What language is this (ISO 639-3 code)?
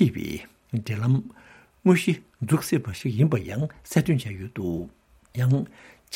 bod